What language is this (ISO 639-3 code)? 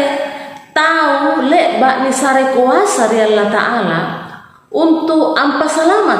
mak